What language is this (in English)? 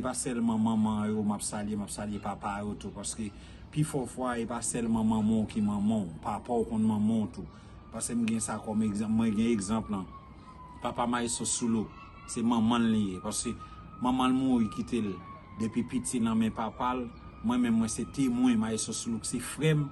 Haitian Creole